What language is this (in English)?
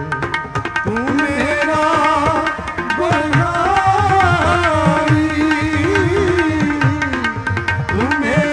Punjabi